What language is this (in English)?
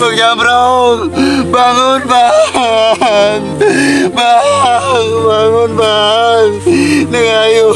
Betawi